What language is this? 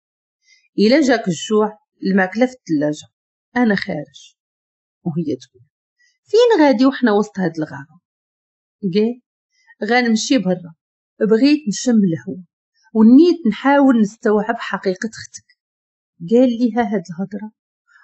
Moroccan Arabic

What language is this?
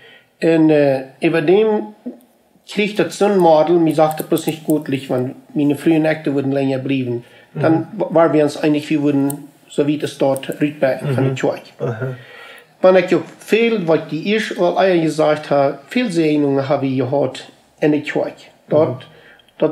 Plautdietsch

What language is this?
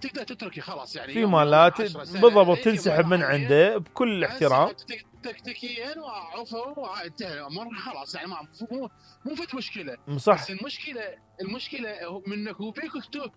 Mesopotamian Arabic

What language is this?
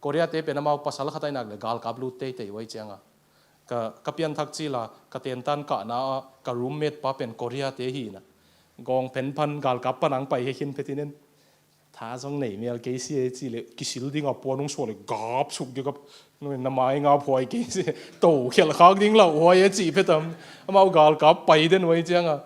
Tedim Chin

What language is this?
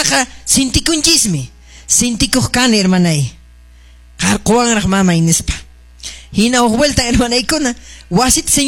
Quechua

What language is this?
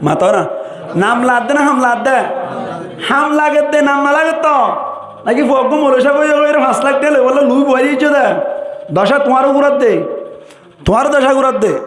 Rohingya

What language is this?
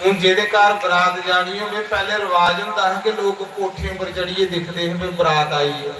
Dogri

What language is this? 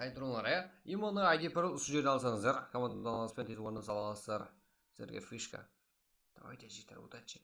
Kara-Kalpak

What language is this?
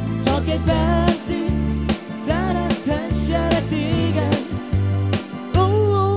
Hungarian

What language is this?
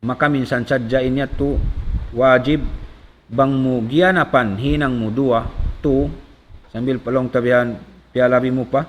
Tausug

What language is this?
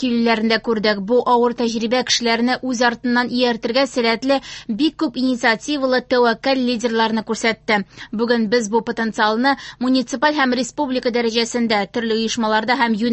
Tatar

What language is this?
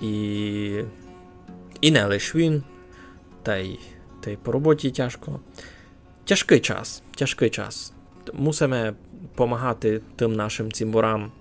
Rusyn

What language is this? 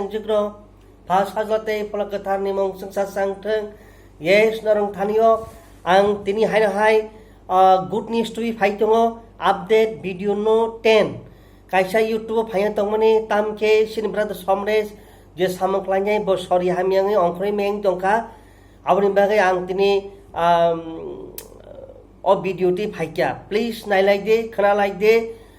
Kok Borok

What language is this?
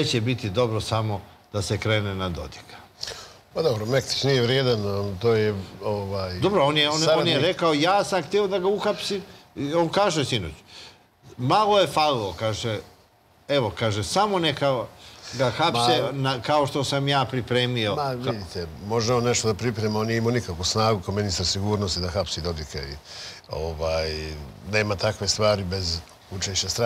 Serbian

